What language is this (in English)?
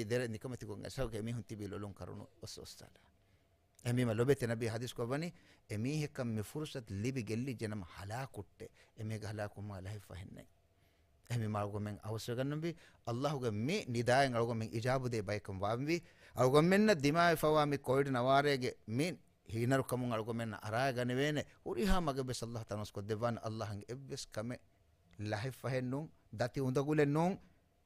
Divehi